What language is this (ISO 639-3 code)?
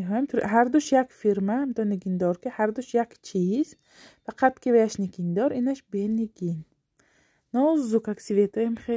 tgk